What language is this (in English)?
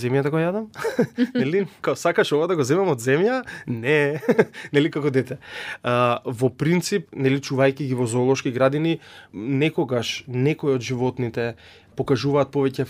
Macedonian